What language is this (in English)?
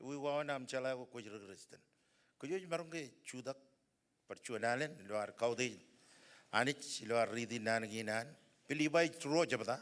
Marshallese